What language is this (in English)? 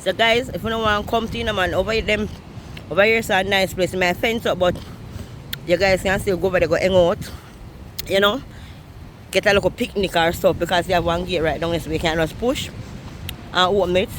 Jamaican Creole English